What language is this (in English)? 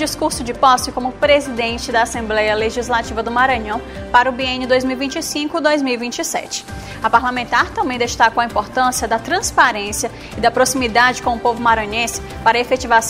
Portuguese